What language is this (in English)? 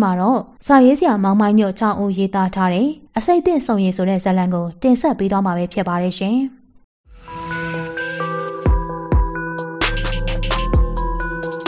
Burmese